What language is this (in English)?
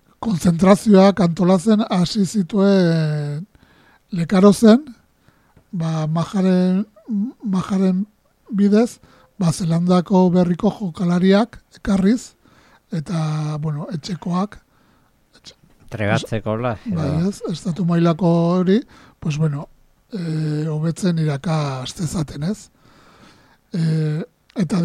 Basque